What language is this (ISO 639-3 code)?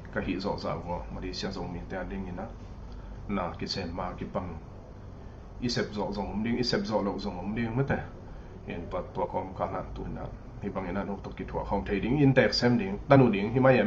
ctd